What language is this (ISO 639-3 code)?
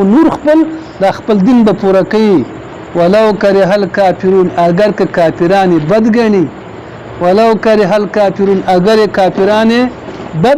pus